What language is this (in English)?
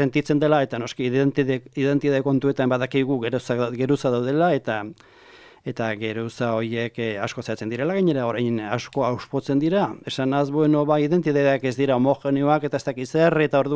Basque